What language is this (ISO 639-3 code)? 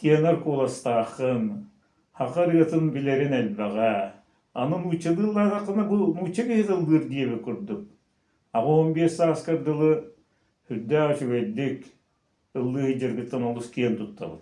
sah